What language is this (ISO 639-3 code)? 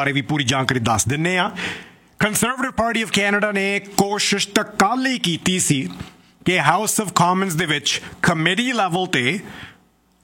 pan